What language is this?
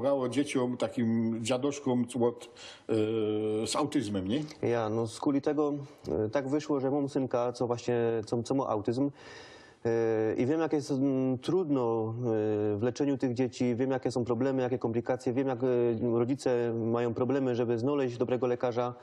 Silesian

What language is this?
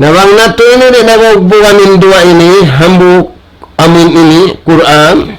Tausug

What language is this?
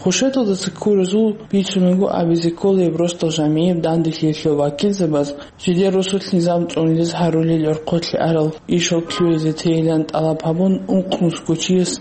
Avaric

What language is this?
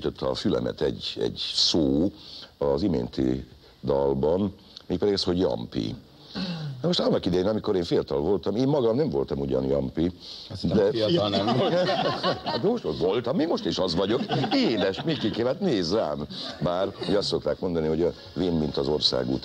Hungarian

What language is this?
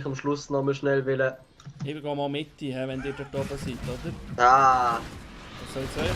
Swiss German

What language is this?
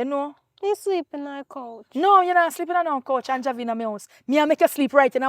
Jamaican Creole English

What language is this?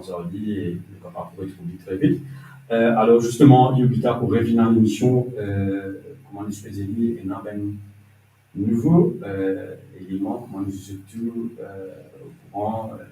Morisyen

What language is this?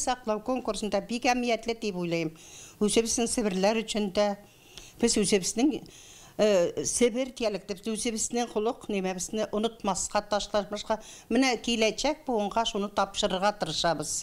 Tatar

